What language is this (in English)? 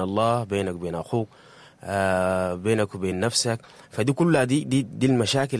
Sudanese Arabic